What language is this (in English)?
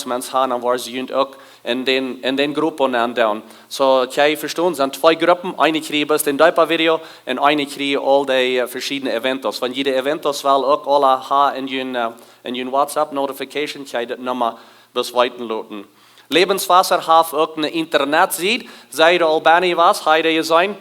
Plautdietsch